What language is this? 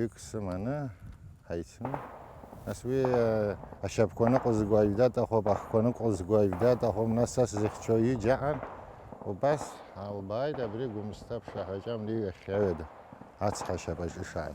Abkhazian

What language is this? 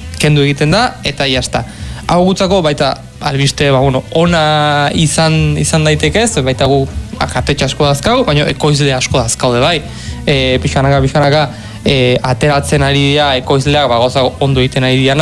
Basque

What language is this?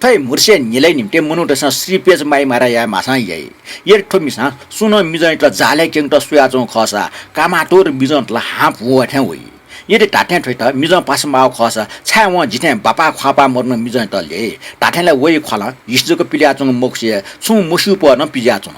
Newari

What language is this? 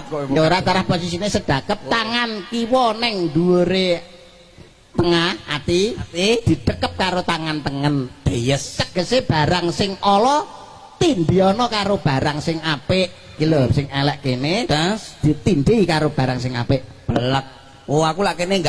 Javanese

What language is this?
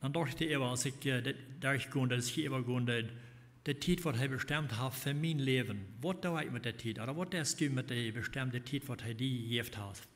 Plautdietsch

